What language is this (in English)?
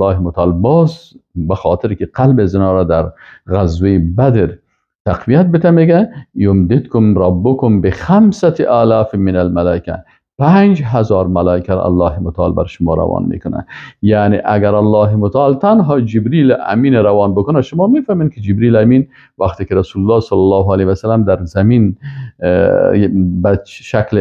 Persian